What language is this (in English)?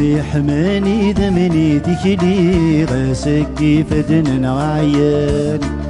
Kabyle